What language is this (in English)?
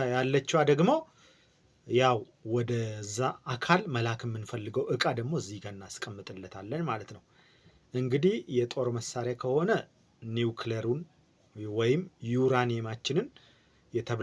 Amharic